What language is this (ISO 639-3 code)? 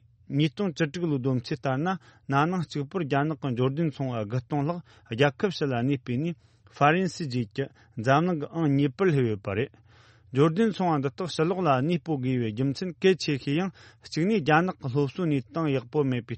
bod